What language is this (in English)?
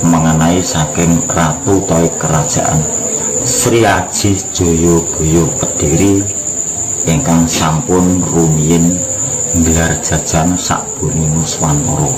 Javanese